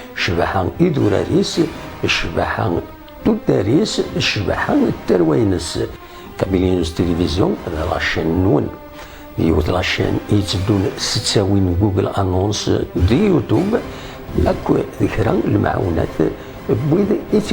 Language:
Kabyle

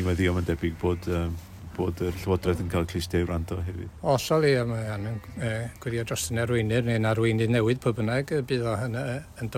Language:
Welsh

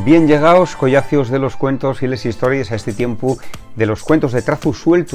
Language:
Asturian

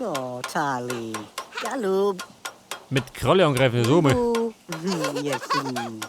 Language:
Bavarian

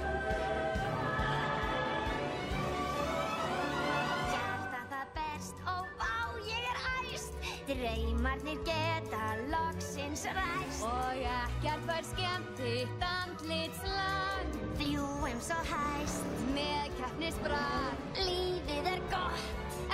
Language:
Icelandic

